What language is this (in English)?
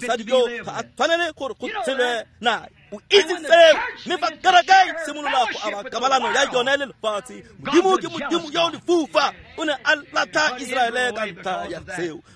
Tswana